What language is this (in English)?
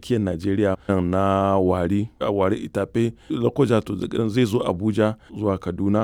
Hausa